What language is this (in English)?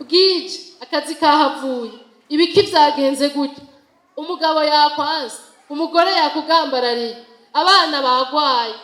Rundi